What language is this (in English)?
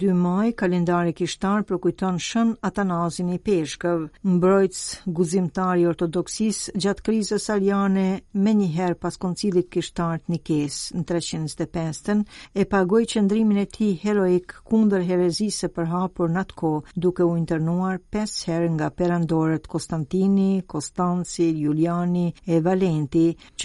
Albanian